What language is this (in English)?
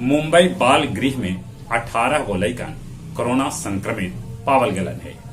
Magahi